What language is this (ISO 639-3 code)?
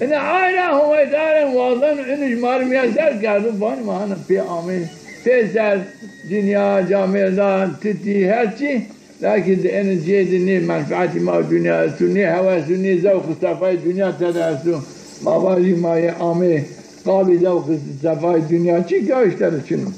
zza